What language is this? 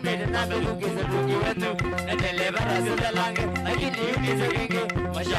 Kamba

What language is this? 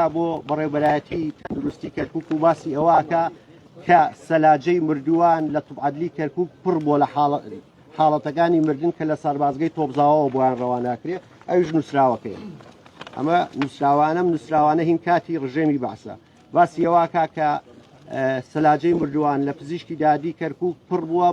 Central Kurdish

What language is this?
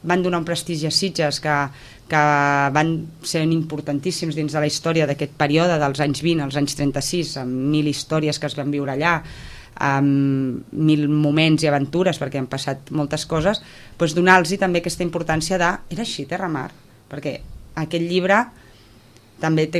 Catalan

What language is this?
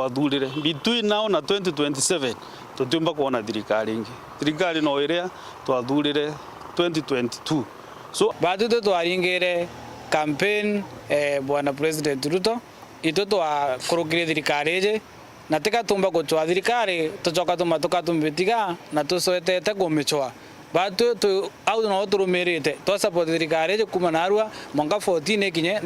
Meru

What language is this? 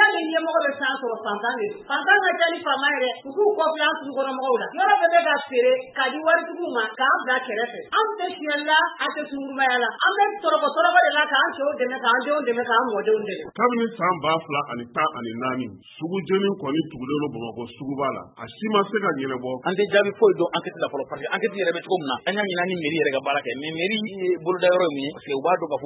Bambara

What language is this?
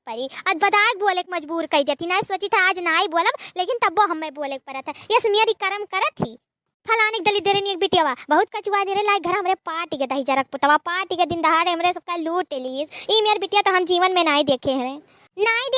Awadhi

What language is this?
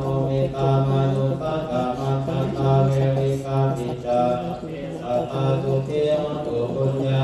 Pali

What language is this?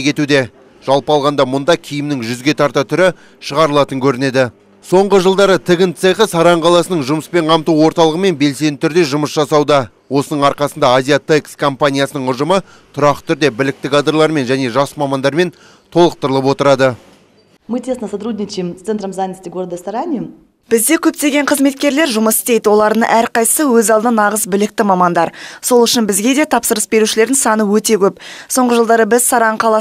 Kazakh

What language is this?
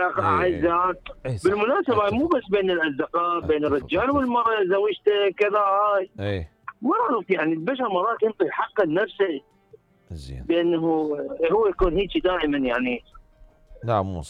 Mesopotamian Arabic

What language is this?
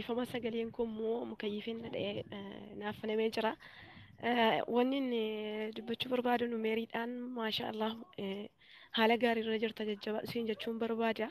Oromo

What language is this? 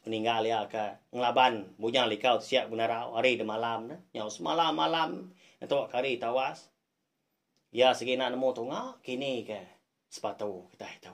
Iban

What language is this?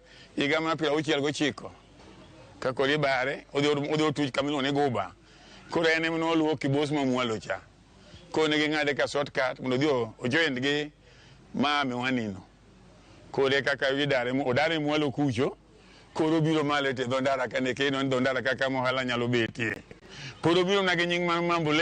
Luo (Kenya and Tanzania)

